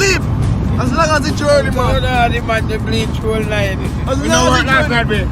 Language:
Jamaican Creole English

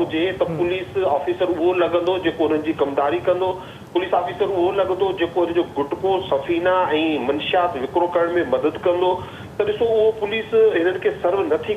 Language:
Sindhi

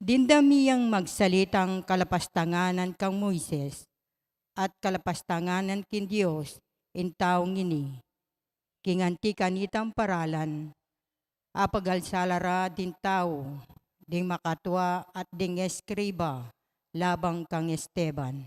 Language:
Pampanga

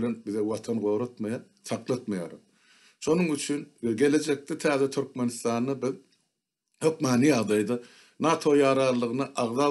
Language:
Turkmen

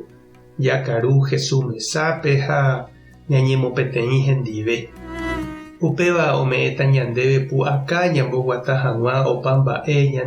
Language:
Guarani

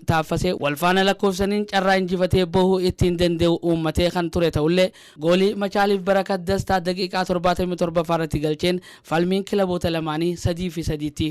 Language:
Oromo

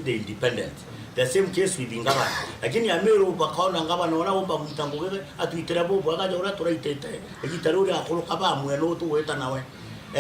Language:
Meru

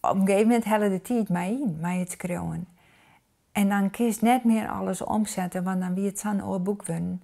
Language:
Western Frisian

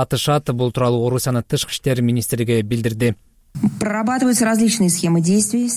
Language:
Kyrgyz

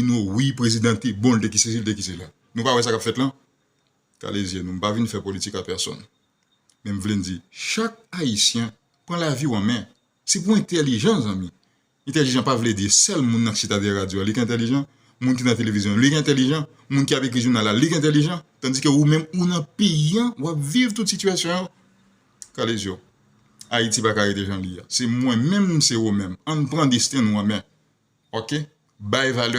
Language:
Haitian Creole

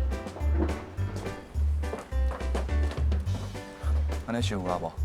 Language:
Min Nan Chinese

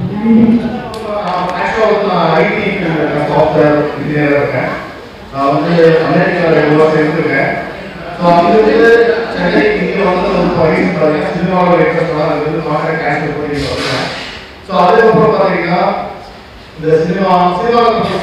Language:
Tamil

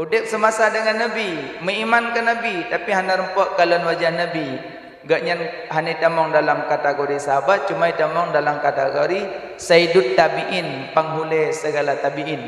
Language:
Achinese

